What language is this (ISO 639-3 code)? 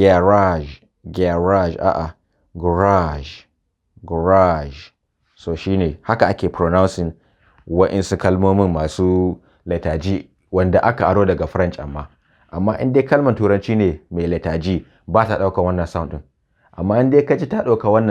hau